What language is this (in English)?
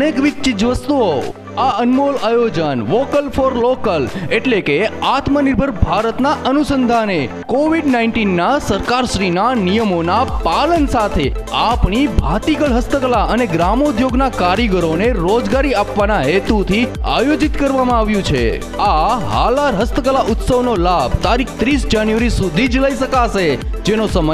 Gujarati